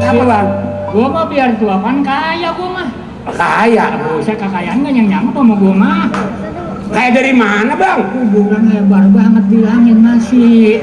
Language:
Betawi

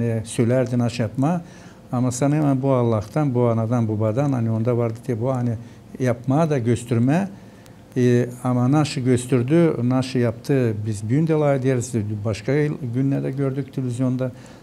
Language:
Gagauz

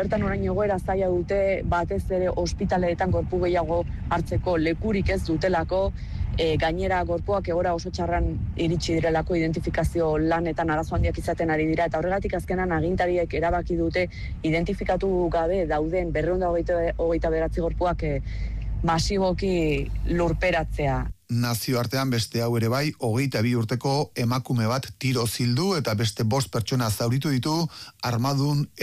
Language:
Basque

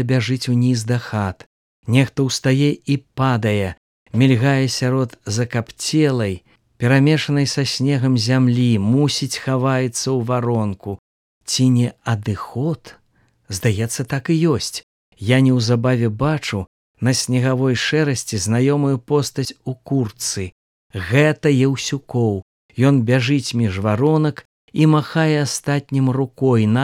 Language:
Belarusian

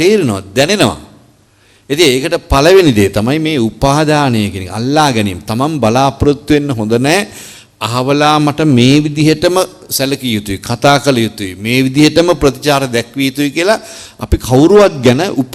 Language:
Sinhala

